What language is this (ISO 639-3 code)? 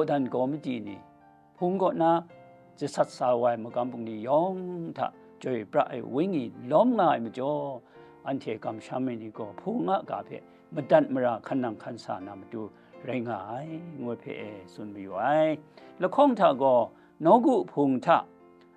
kac